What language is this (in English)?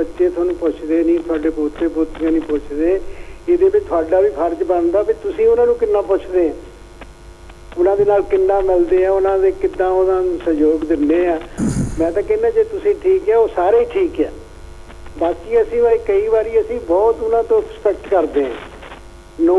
Punjabi